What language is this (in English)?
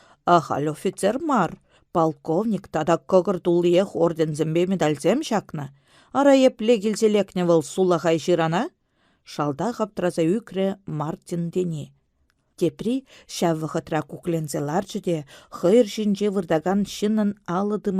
Chuvash